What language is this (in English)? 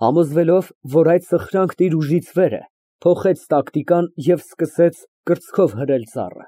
Armenian